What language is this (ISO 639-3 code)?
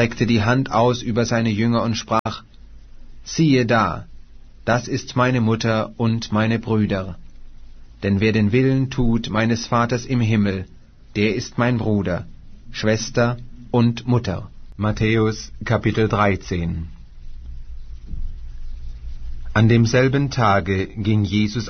deu